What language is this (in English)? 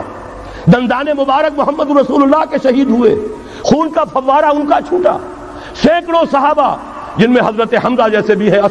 Urdu